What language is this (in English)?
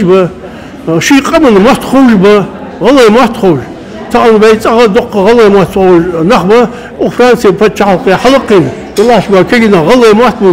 Ingush